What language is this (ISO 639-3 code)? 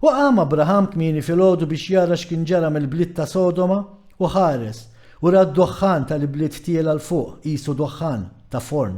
mlt